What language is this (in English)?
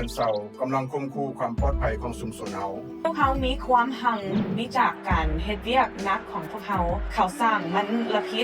Lao